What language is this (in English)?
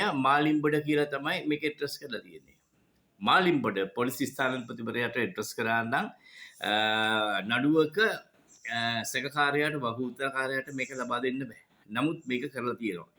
Sinhala